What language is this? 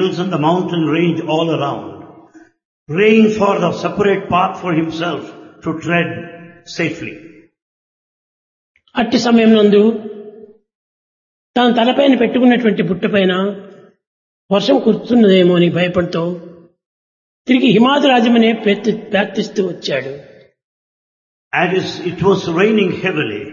Telugu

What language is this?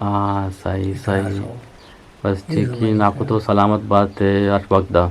Eastern Balochi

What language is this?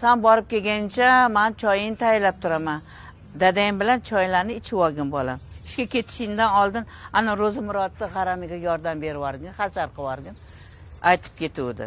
Uzbek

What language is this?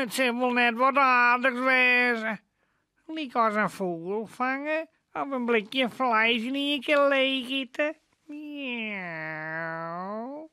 Western Frisian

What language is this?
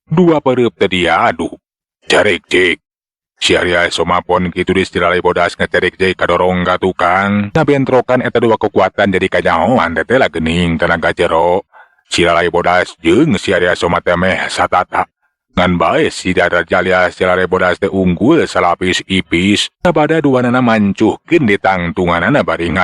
Sundanese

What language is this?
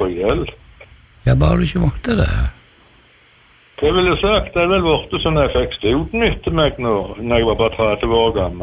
Norwegian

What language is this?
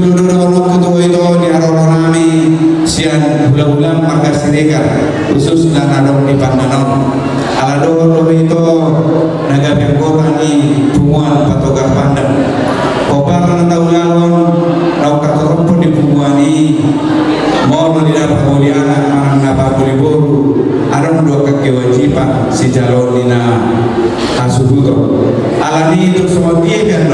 Batak Toba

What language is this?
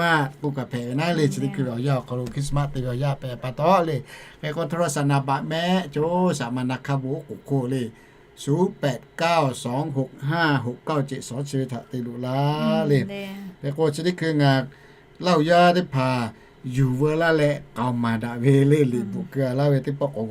Lahu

